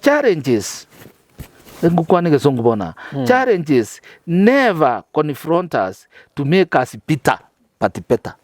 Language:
Gusii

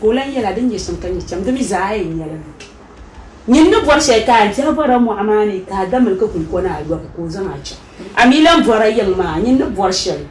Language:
Dagbani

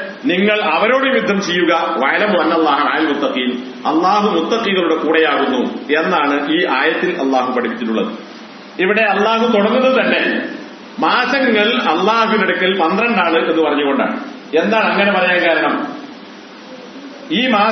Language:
Malayalam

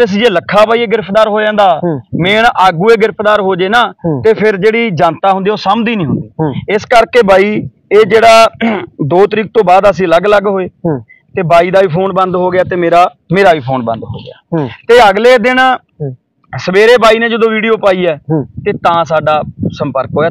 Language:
Punjabi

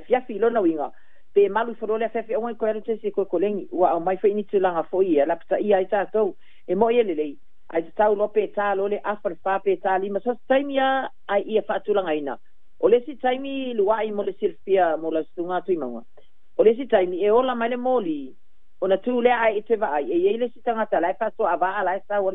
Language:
Samoan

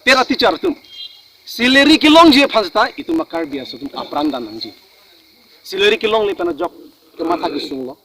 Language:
Karbi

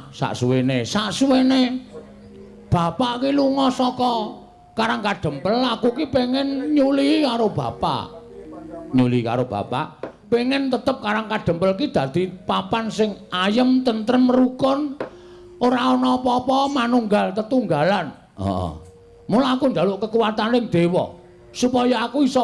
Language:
Javanese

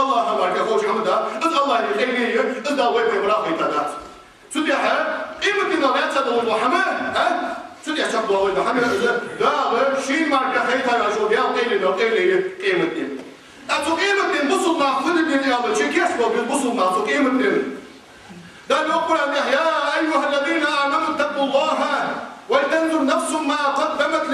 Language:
Ingush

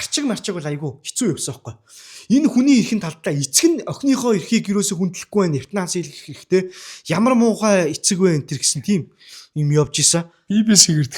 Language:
Mongolian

